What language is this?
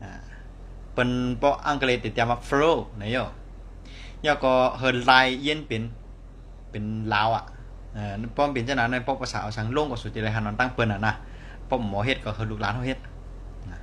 Shan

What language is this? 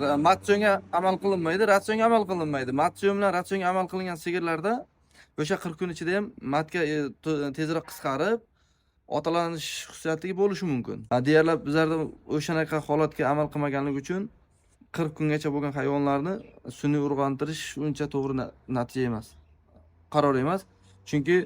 Uzbek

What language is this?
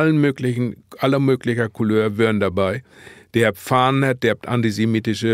Low German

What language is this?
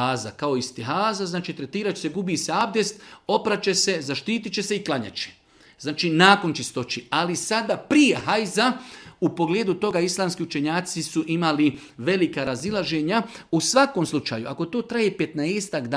Bosnian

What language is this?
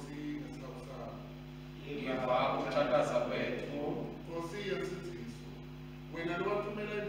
Swati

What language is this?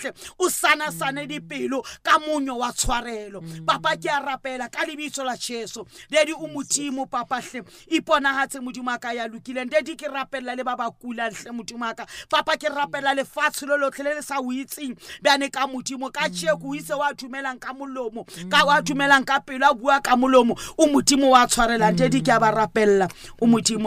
Southern Sotho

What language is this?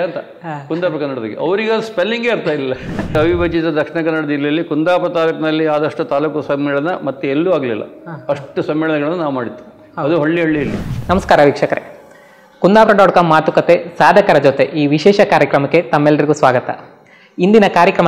Kannada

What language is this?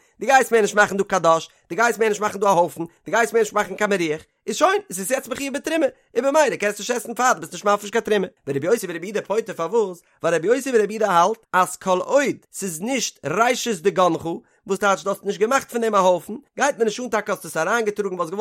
Yiddish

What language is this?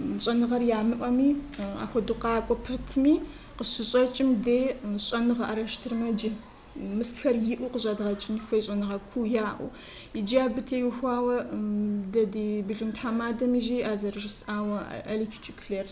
Kabardian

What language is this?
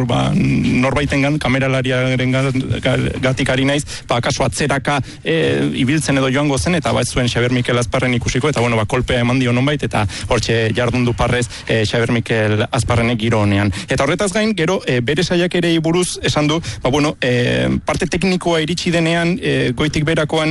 Basque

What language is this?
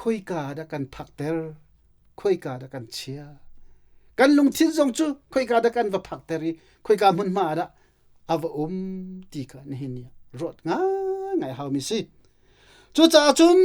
Hakha Chin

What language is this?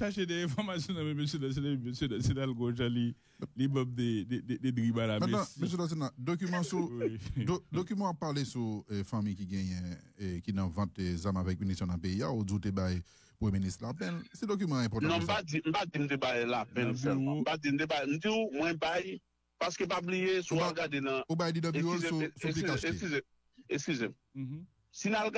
Haitian Creole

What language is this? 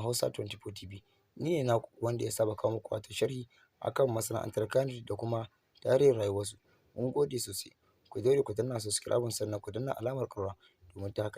Hausa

